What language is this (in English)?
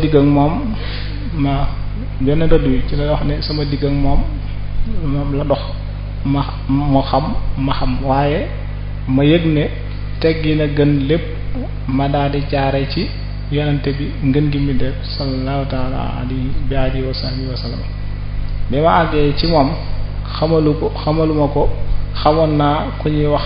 Wolof